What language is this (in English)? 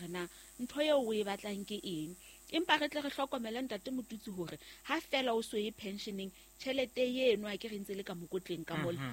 Southern Sotho